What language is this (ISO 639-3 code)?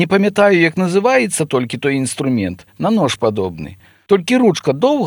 bel